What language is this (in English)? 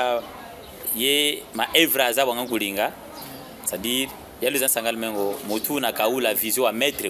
Chokwe